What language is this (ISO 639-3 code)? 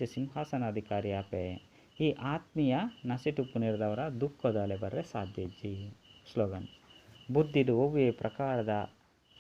tcy